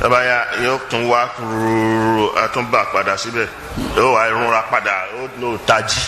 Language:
Yoruba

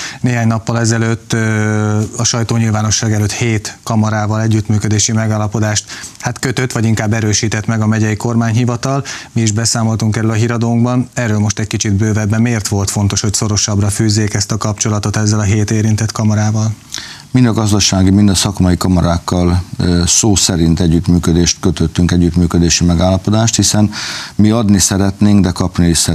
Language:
Hungarian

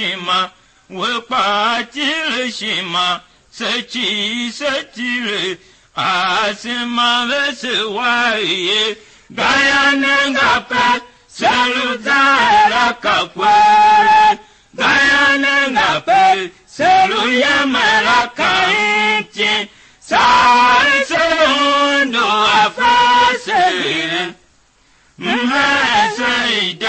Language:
Tiv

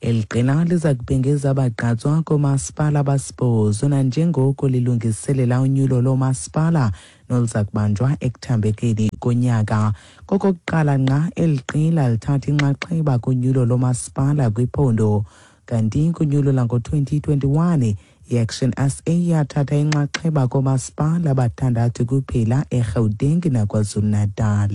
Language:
Xhosa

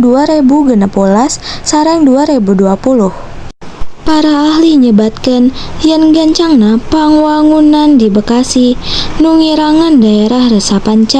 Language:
Sundanese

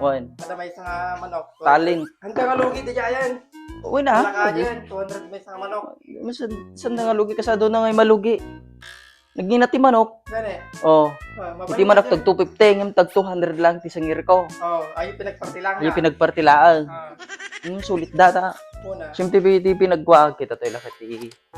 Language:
Iloko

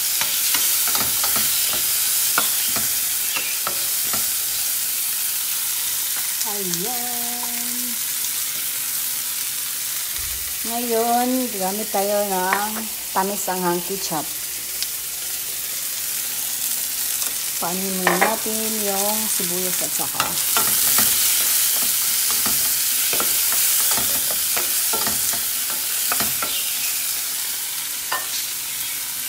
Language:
Filipino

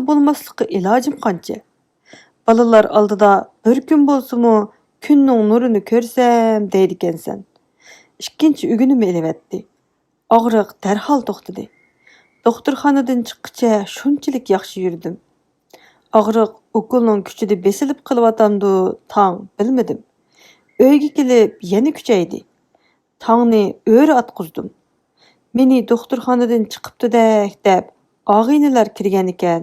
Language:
Uyghur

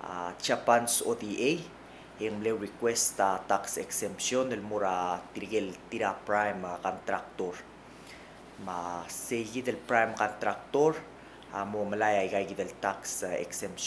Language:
Palauan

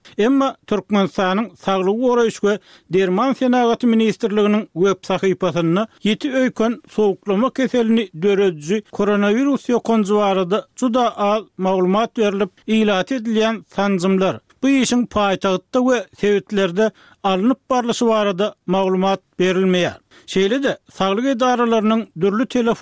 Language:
Turkmen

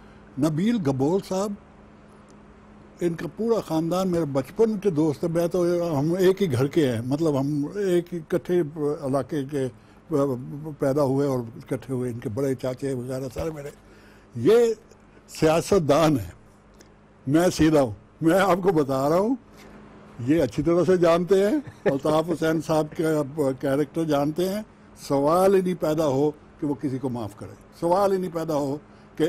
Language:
Urdu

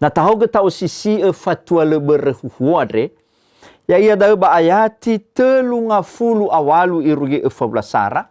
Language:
Nias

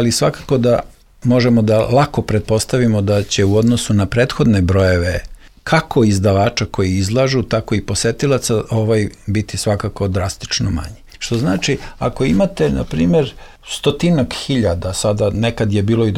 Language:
Serbian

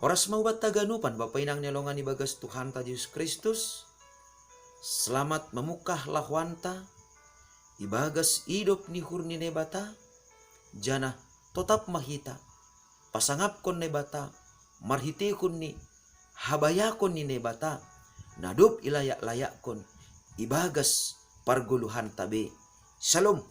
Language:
Batak Simalungun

